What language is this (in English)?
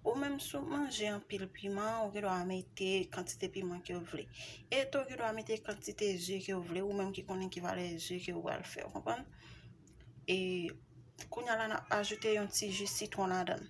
Haitian Creole